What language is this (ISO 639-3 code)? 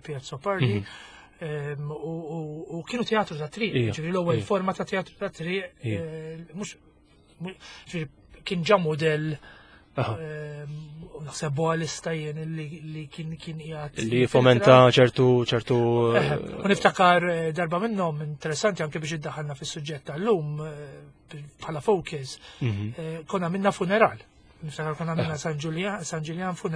mlt